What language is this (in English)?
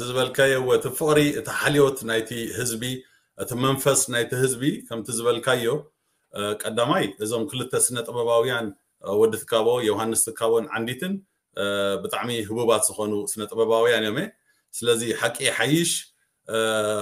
Tigrinya